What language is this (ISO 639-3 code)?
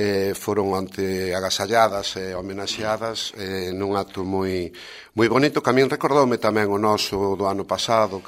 glg